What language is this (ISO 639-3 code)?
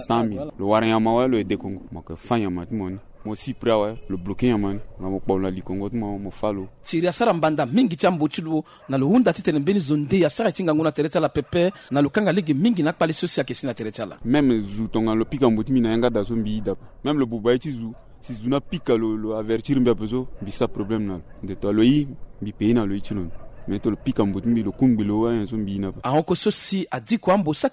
sag